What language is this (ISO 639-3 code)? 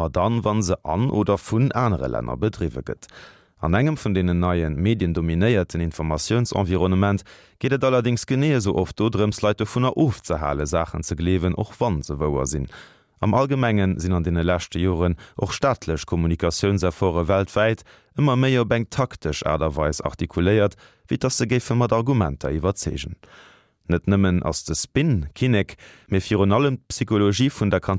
ltz